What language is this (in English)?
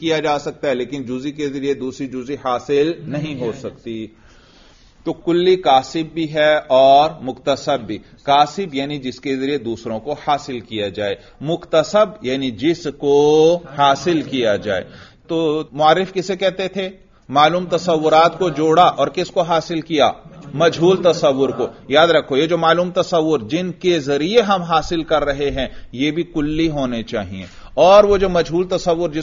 Urdu